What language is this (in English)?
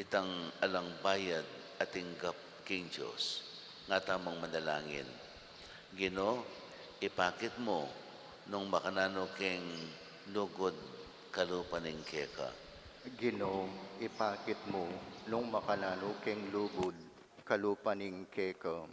Pampanga